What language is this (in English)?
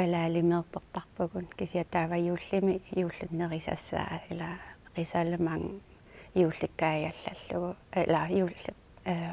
Kalaallisut